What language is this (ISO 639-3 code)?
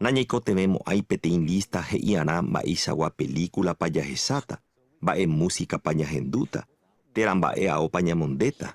grn